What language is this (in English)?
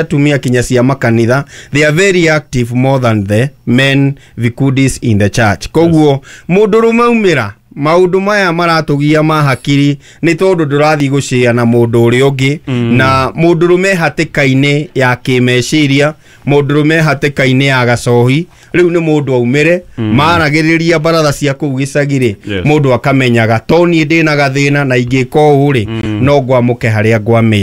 Kikuyu